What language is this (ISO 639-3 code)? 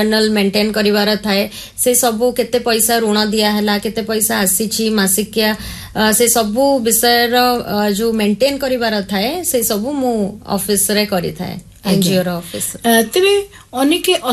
ori